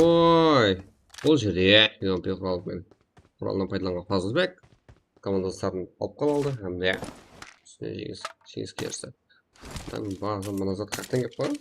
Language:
Kara-Kalpak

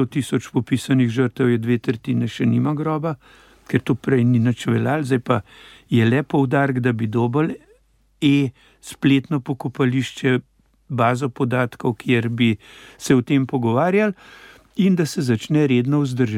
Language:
Slovenian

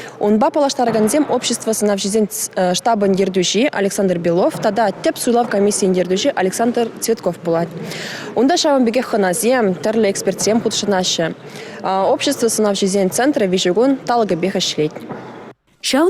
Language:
Chuvash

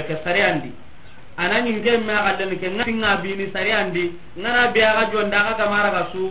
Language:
Soninke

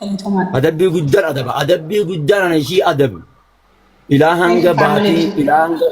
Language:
Oromo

